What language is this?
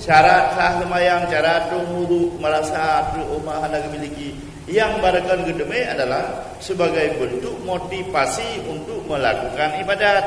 Achinese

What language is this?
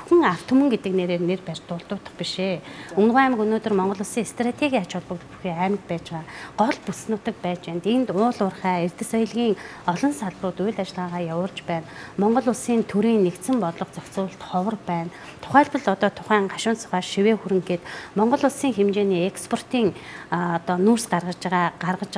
Mongolian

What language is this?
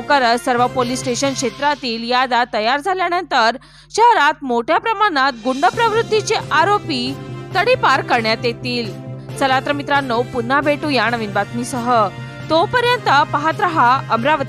Marathi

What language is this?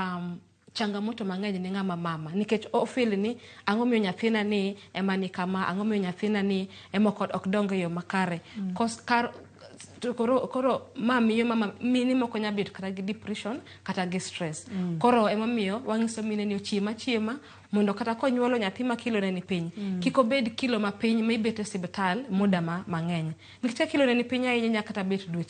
Luo (Kenya and Tanzania)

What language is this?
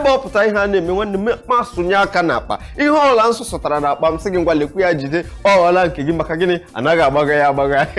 Igbo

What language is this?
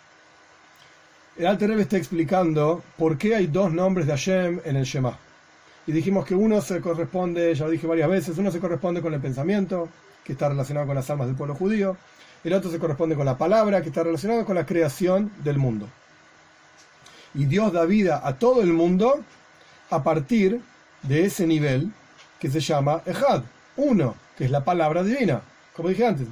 Spanish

